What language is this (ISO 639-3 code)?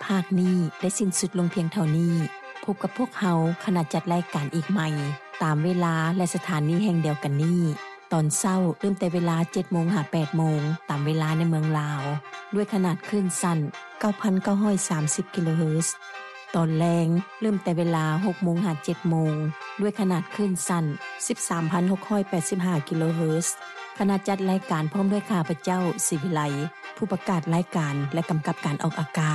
lao